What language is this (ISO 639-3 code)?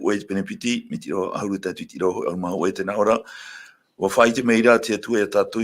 tah